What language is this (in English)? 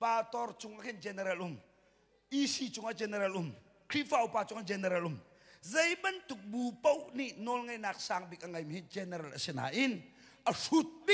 Hakha Chin